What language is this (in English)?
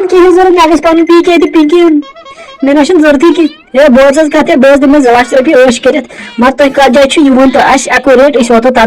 Kashmiri